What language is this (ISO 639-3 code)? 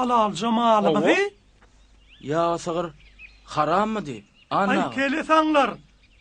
tuk